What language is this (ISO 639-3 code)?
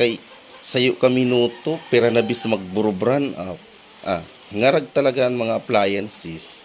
bik